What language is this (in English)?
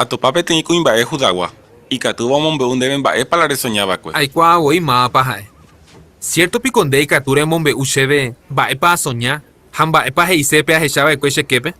Guarani